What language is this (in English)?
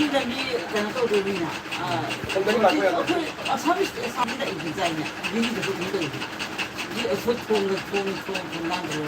Manipuri